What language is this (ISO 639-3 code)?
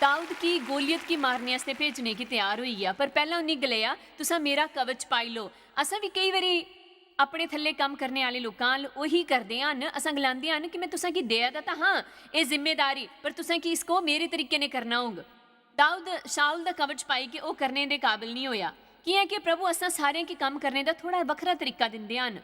doi